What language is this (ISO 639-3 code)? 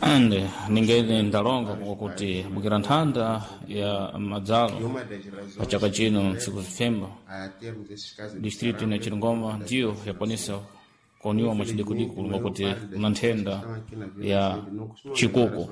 seh